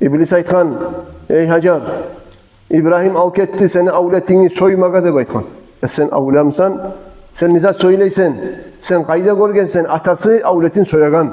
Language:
Kumyk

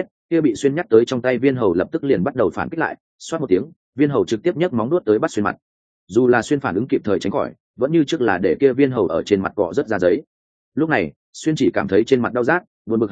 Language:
Vietnamese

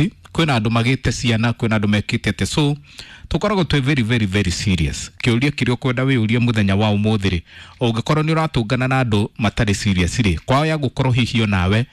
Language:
Kikuyu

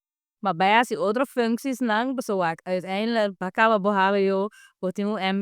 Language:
Papiamento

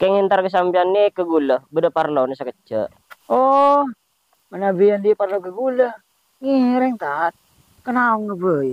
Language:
Madurese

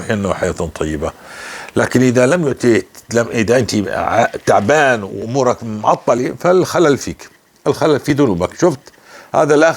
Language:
North Levantine Arabic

